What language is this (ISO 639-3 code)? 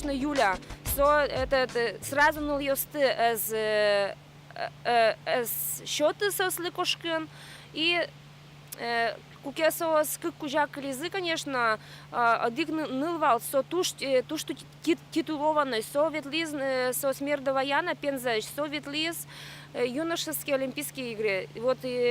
udm